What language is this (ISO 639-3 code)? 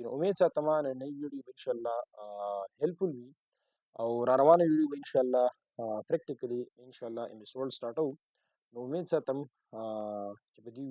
pus